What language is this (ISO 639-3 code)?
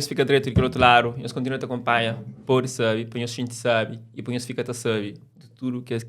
kea